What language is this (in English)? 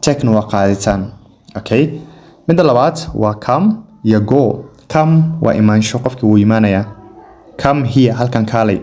Somali